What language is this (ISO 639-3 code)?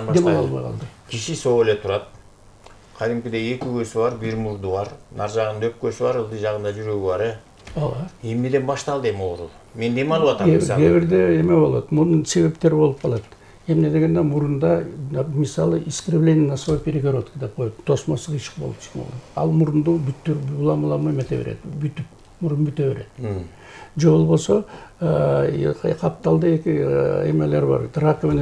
kir